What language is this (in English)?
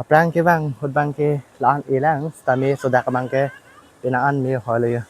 Karbi